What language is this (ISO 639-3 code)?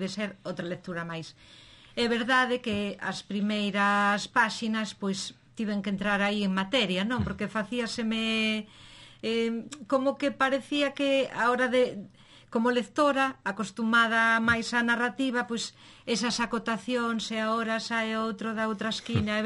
glg